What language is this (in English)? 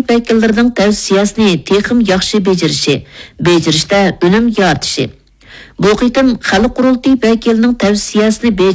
Uyghur